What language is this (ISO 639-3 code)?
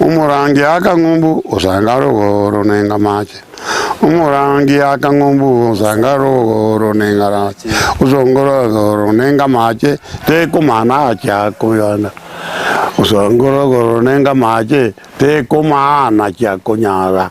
guz